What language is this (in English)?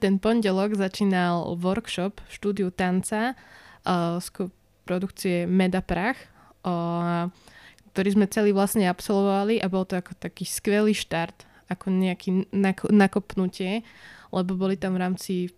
Slovak